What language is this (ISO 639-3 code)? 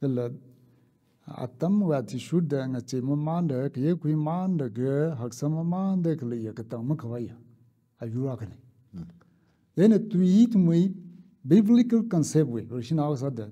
nmf